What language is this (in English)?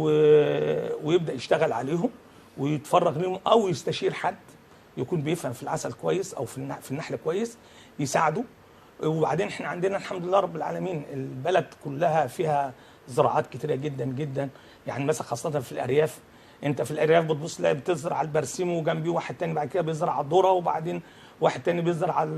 Egyptian Arabic